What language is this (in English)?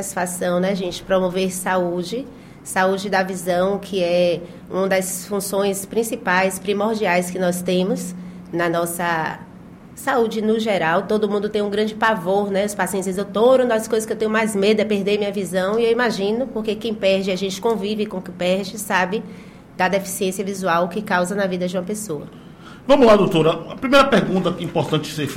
Portuguese